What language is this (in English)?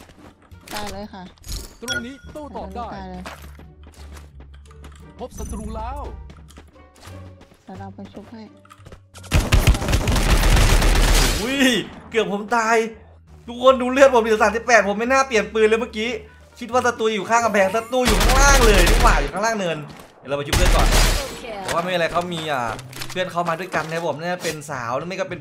Thai